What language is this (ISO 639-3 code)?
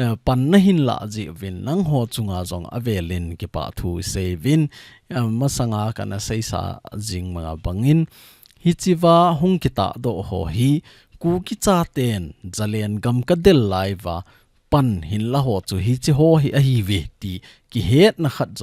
tcz